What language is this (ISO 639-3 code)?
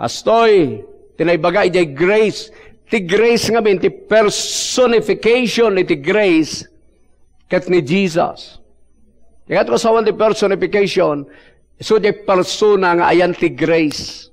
ilo